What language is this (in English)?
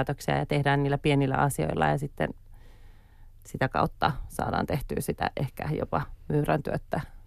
Finnish